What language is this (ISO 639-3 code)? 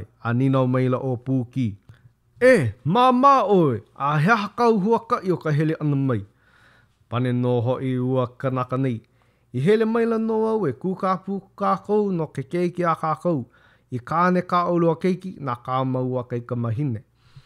haw